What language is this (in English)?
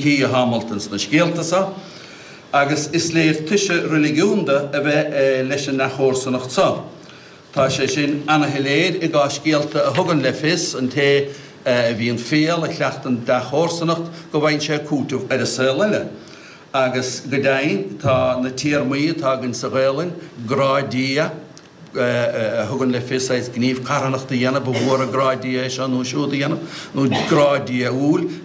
Irish